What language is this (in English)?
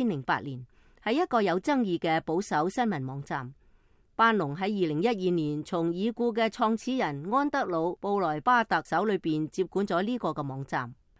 Cantonese